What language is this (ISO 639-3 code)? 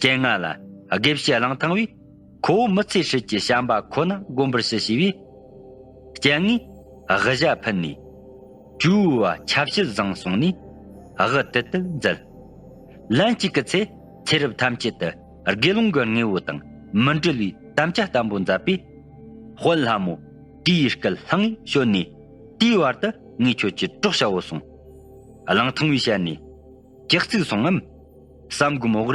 bod